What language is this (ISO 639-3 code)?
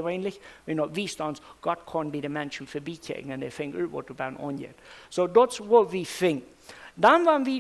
pdt